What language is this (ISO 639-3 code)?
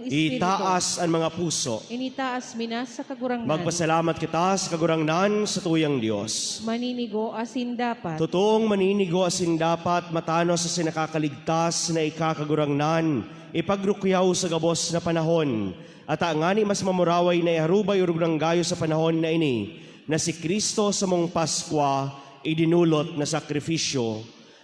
bik